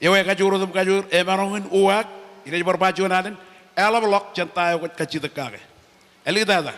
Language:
Marshallese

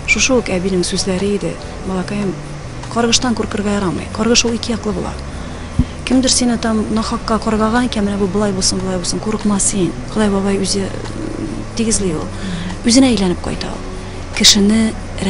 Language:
Tatar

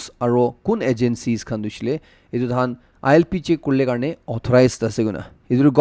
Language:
Naga Pidgin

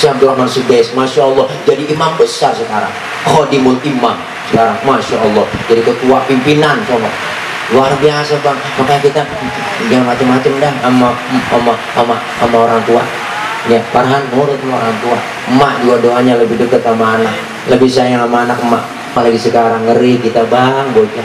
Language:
Betawi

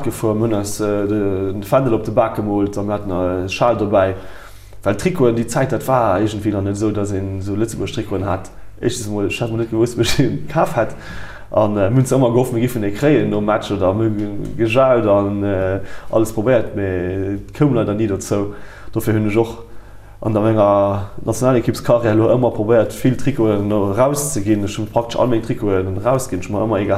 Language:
Luxembourgish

